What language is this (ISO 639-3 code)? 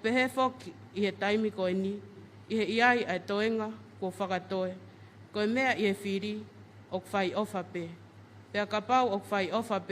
ton